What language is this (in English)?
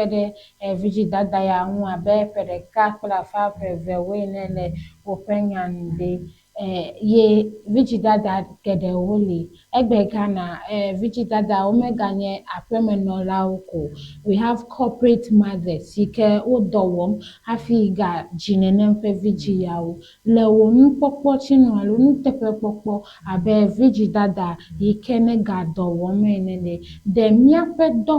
Ewe